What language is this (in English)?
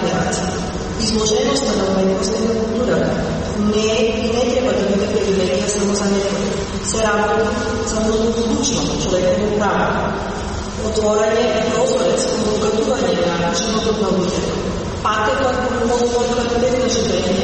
Macedonian